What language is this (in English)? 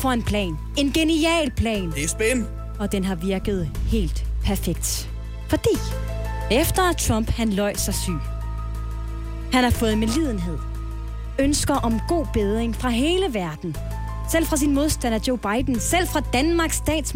Danish